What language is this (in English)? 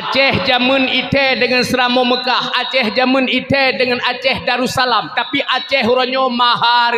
Achinese